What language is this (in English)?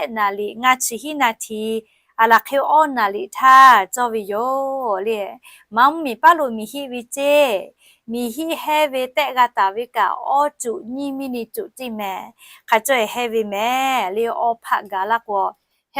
Lahu